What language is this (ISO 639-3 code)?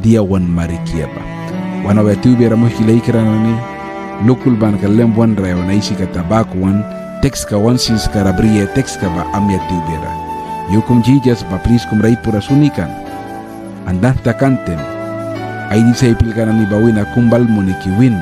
miq